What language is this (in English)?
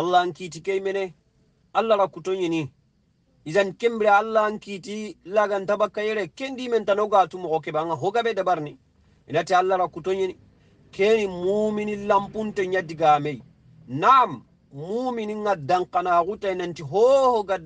Soninke